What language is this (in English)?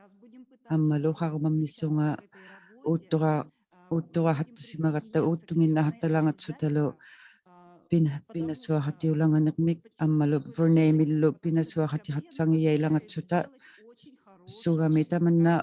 Inuktitut